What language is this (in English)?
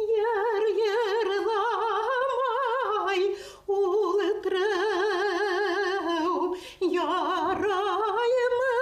Bashkir